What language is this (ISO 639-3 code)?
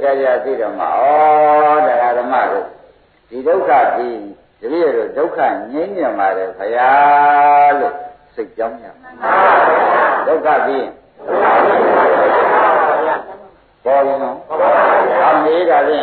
mya